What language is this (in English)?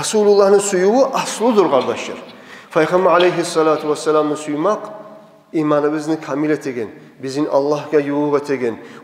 Kumyk